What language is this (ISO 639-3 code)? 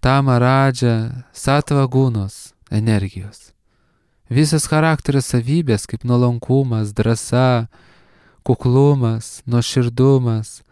lit